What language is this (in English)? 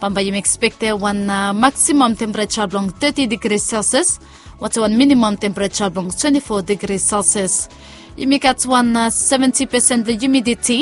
Bislama